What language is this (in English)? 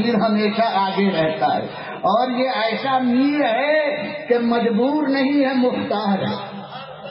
Urdu